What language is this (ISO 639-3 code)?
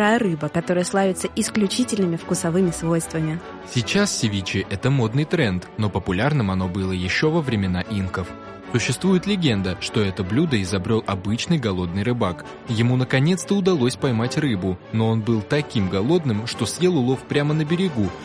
rus